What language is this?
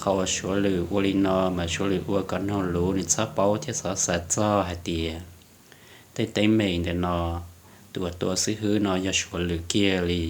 Hmong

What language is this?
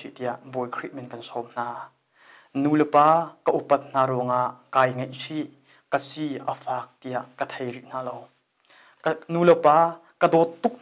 Hakha Chin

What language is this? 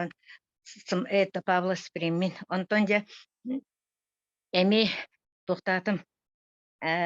Yakut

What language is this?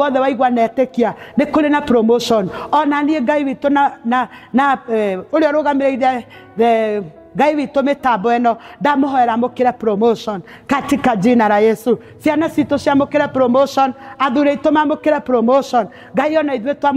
Kikuyu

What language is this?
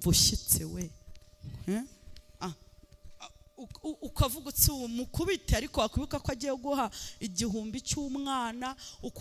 Kinyarwanda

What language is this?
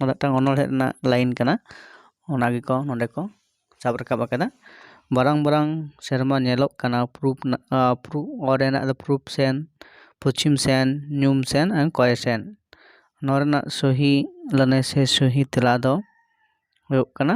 Santali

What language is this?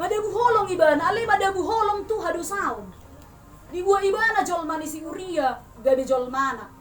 Batak Toba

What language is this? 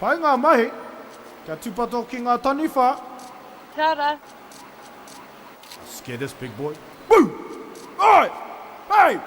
Māori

